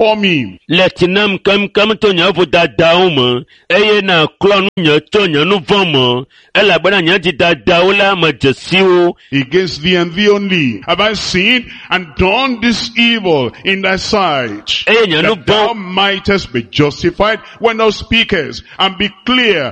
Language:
Ewe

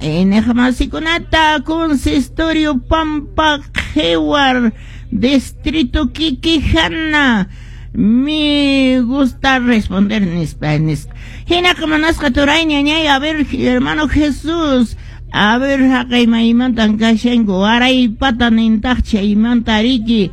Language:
Quechua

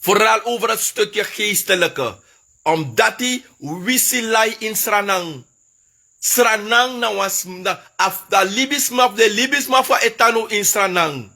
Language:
Sranan Tongo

